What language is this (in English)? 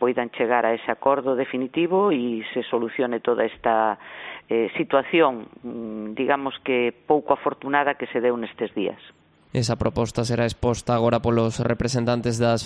Galician